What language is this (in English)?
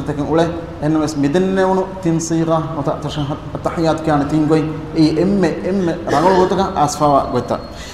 Divehi